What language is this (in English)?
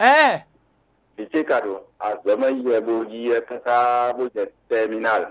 Fon